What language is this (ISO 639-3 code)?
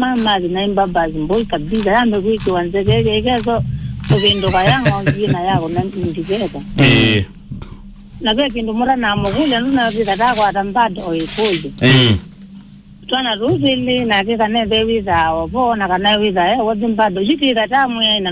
kam